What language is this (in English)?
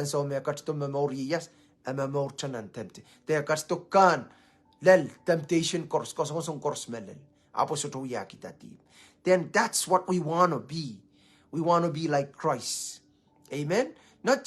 Pohnpeian